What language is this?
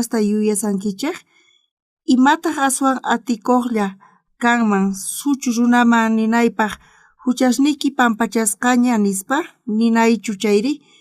South Bolivian Quechua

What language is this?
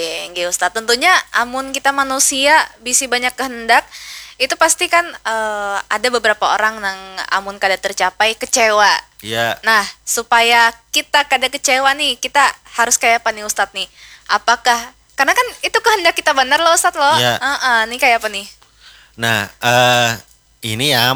Banjar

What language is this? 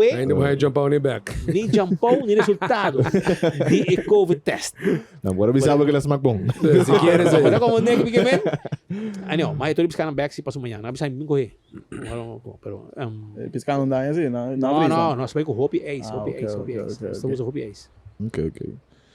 Papiamento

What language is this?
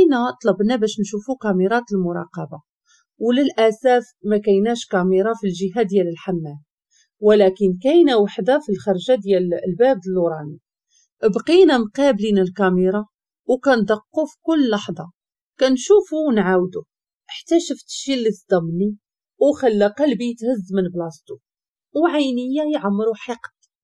Moroccan Arabic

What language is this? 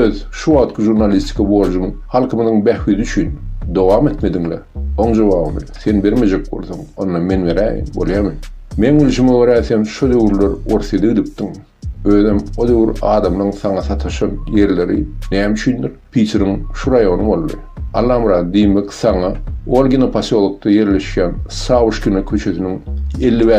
Turkmen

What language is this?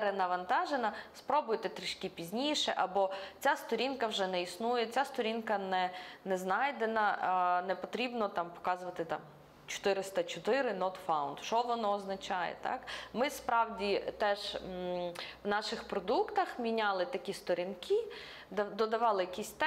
Ukrainian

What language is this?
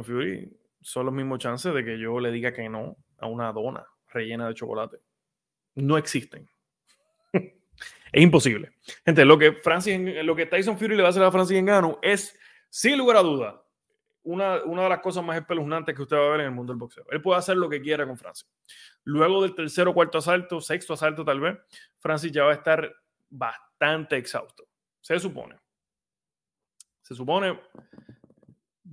Spanish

